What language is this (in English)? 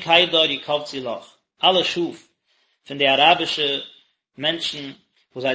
Yiddish